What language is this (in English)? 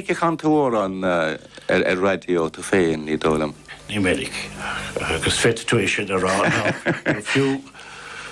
Irish